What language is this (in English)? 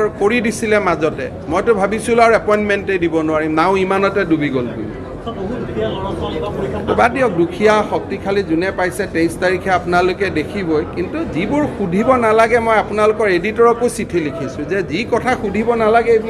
Assamese